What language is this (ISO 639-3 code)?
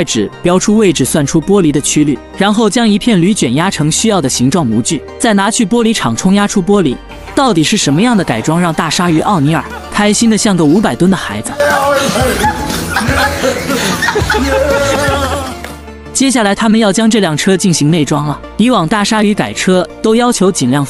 zho